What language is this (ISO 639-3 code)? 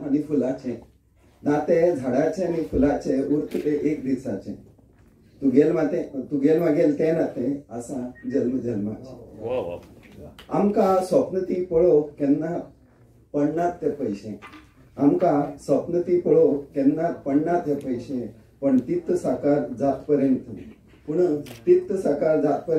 kok